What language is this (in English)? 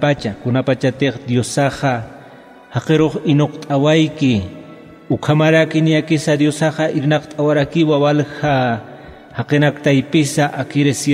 Aymara